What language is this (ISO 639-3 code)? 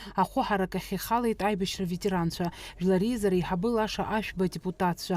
abk